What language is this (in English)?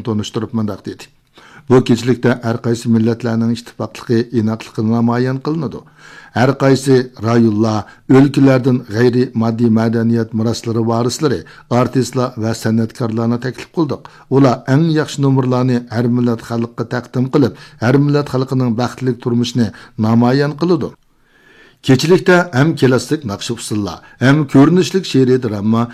Uyghur